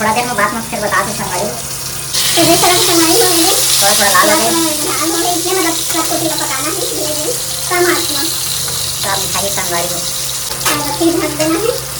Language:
Chhattisgarhi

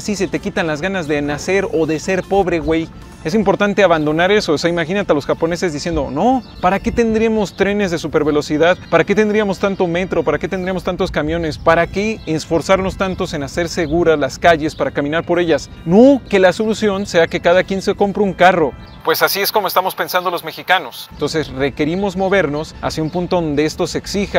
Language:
Spanish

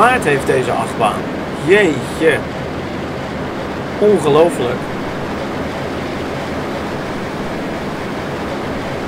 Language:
Dutch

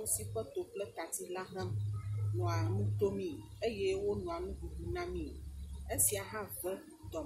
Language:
Ewe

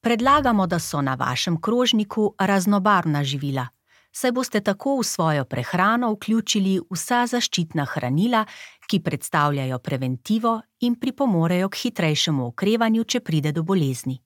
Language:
Slovenian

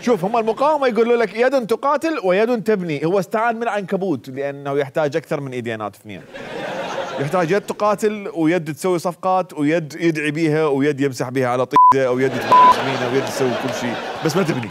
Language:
Mesopotamian Arabic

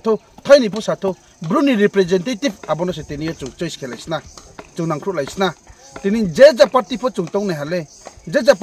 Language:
Riang (India)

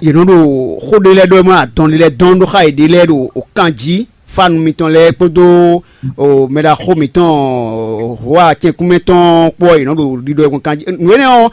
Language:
Fon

